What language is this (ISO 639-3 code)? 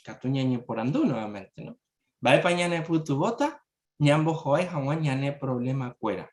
grn